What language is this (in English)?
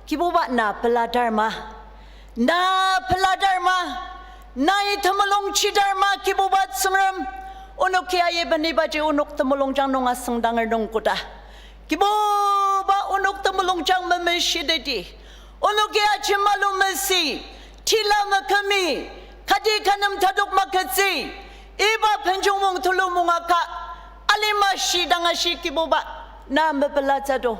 Ao Naga